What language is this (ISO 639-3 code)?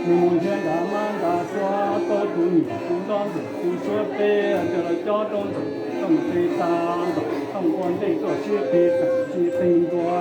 hmn